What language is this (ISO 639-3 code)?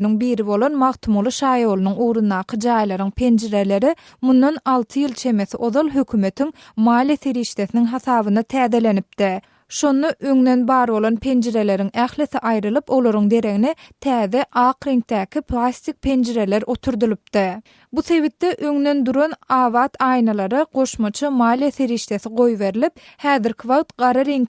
tuk